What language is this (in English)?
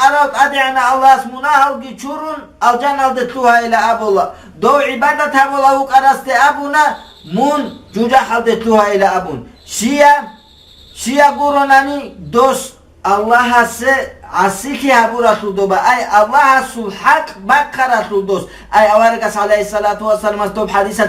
Avaric